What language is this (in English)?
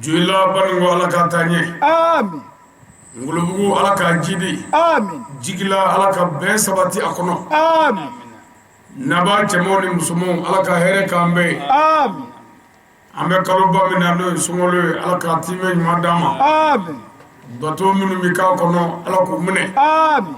Bambara